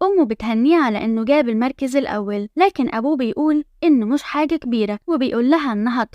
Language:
Egyptian Arabic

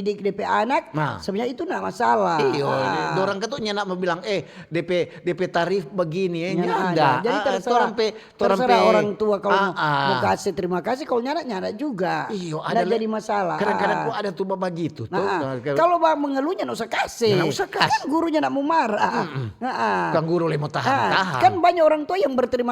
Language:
Manado Malay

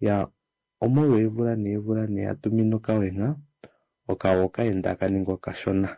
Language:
Kuanyama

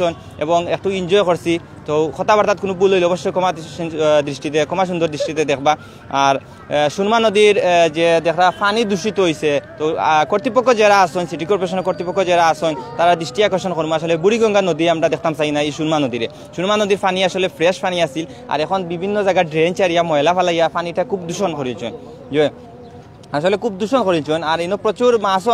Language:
Sylheti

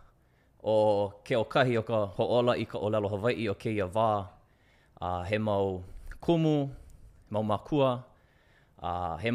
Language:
Hawaiian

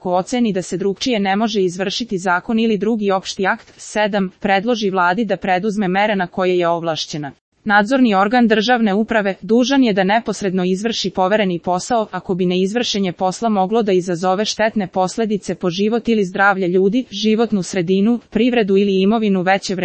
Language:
Serbian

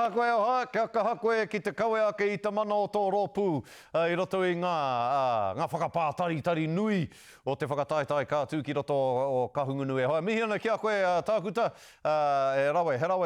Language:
Māori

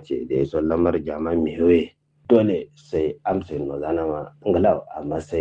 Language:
Kanuri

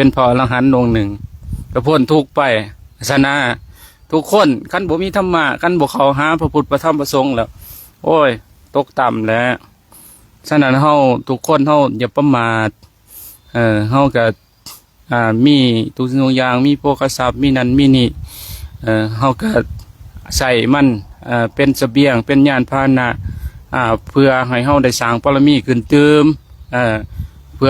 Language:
Lao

